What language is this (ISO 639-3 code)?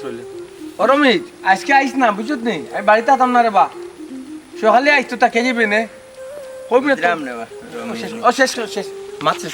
syl